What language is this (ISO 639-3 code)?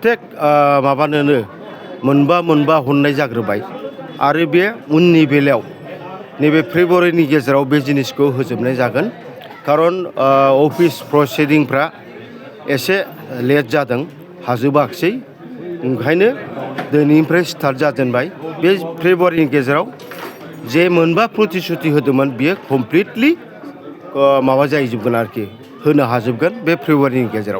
brx